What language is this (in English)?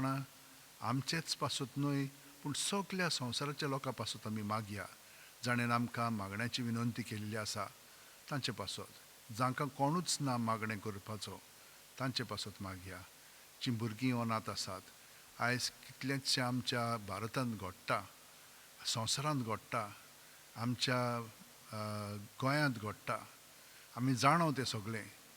Konkani